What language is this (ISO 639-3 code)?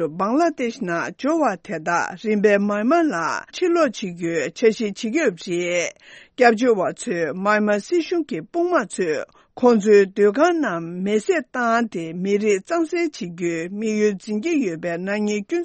bod